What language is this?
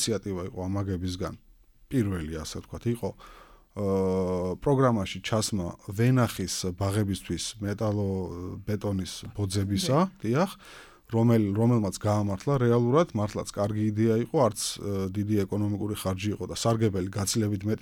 Georgian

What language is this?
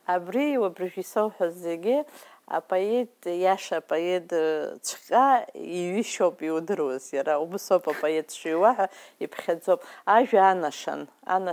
Abkhazian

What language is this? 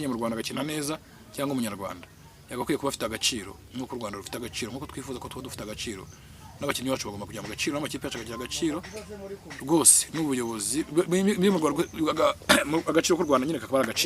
Kinyarwanda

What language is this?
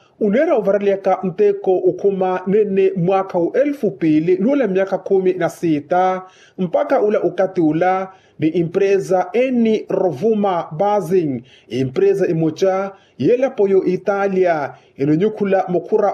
Makhuwa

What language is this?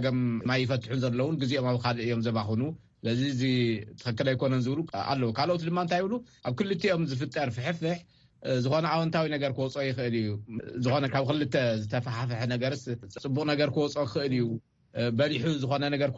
Tigrinya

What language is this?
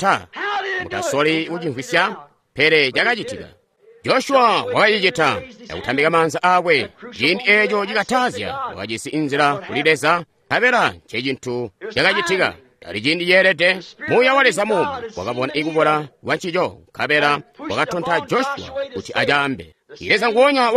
Tonga (Zambia)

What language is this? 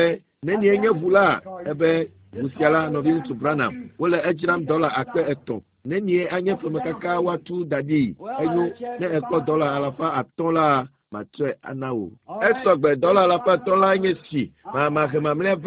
Ewe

